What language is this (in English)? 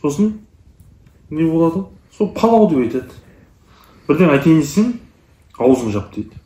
Kazakh